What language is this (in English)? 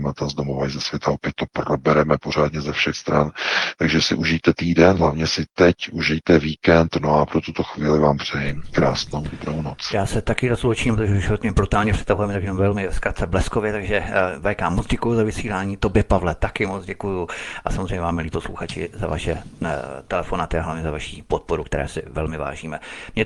Czech